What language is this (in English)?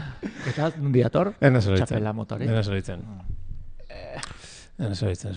Basque